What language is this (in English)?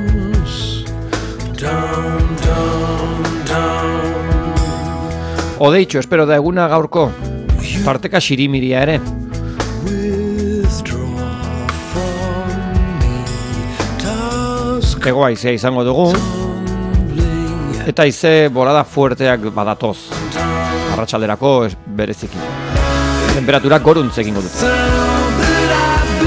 Basque